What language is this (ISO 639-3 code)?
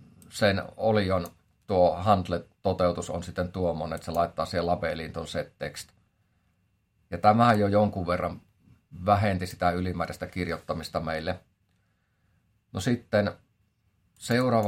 fin